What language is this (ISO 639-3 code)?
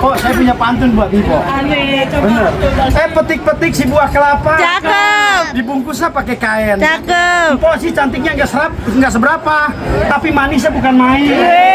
bew